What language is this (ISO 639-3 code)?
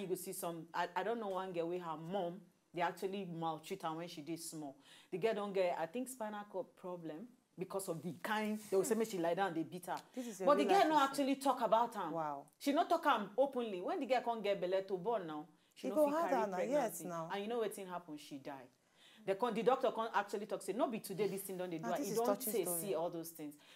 pcm